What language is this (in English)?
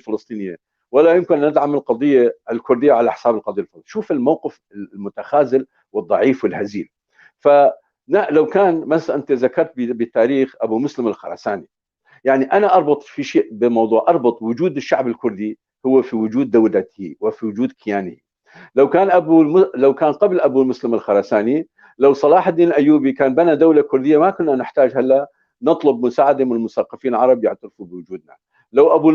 North Levantine Arabic